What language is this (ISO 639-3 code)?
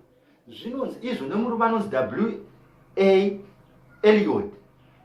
sna